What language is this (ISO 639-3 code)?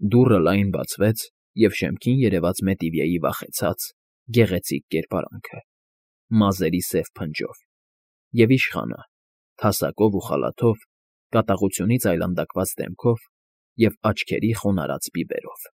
hye